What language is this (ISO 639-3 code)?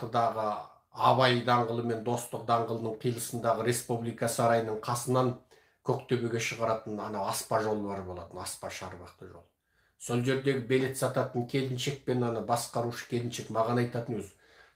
kaz